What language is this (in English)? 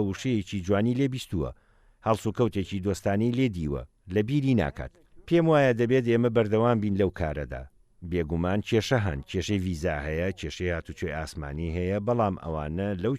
Central Kurdish